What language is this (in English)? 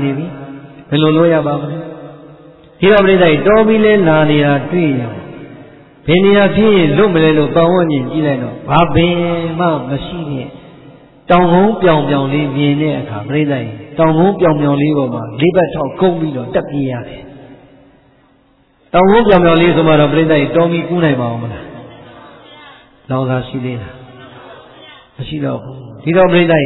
Burmese